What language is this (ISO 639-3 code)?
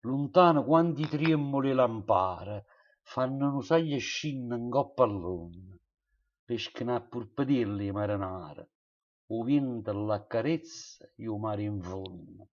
nap